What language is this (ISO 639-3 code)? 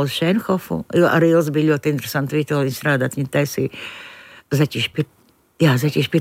lav